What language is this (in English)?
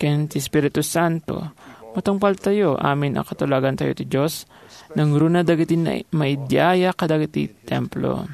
Iloko